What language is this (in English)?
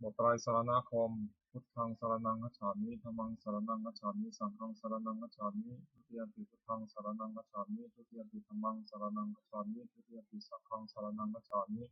Pali